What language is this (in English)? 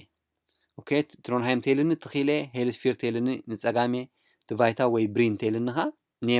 Tigrinya